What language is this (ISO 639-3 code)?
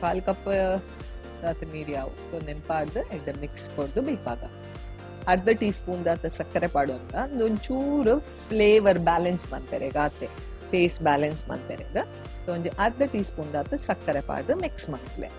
tcy